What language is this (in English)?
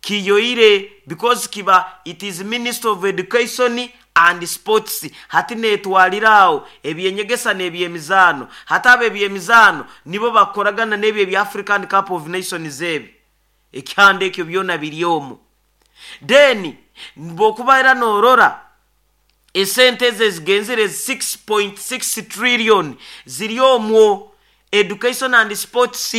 Nyoro